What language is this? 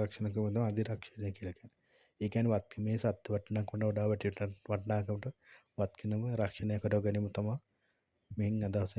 Sinhala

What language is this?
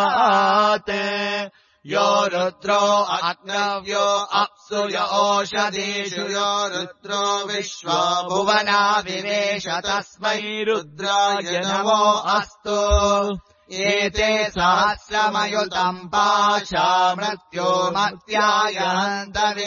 Sanskrit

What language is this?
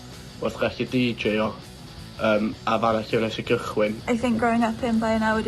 Welsh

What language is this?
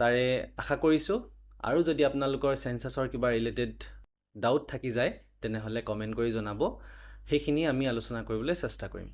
Assamese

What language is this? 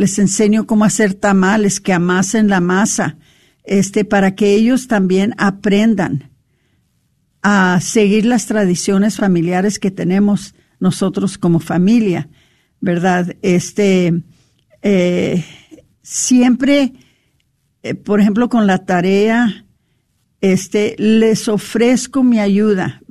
Spanish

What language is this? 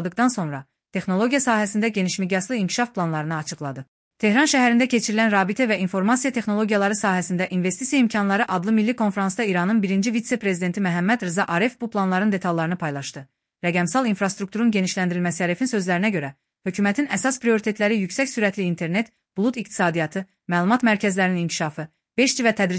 Azerbaijani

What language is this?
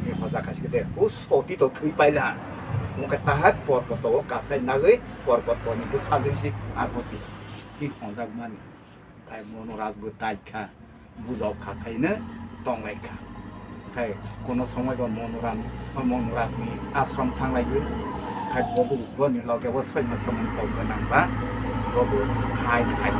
Kok Borok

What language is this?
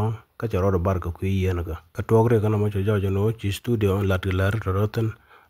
Nuer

